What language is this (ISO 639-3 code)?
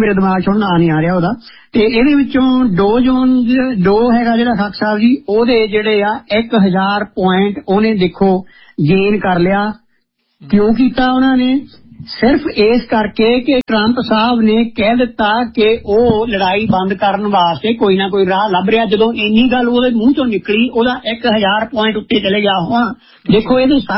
pan